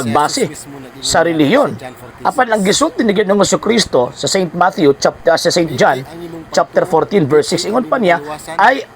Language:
Cebuano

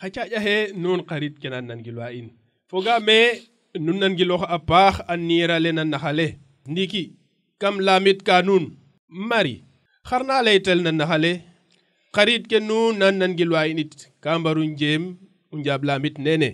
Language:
Serer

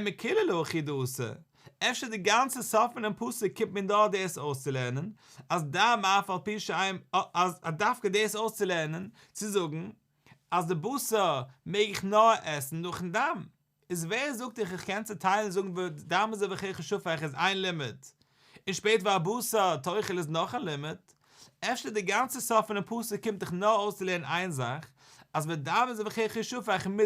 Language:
Yiddish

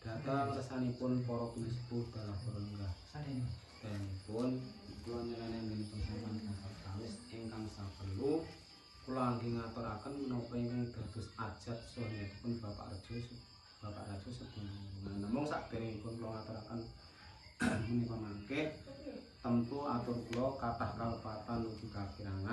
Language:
Javanese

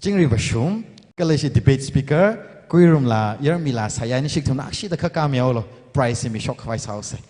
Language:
Tangkhul Naga (India)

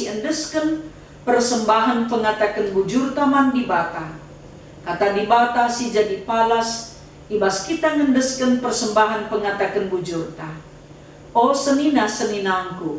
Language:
Batak Karo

